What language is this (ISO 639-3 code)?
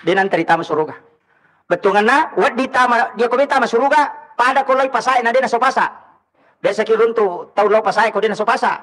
bug